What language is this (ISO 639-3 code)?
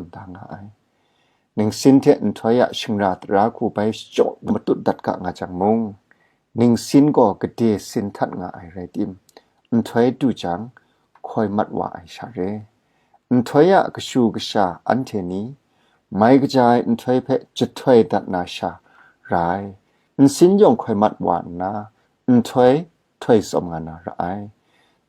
kac